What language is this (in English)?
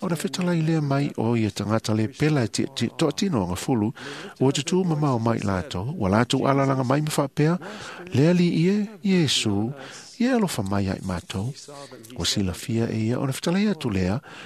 Samoan